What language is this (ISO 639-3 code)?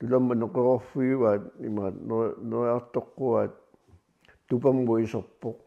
kal